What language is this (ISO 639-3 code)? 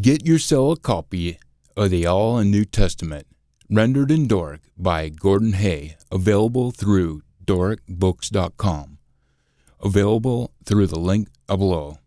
sco